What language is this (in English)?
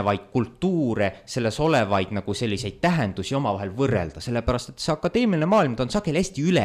Estonian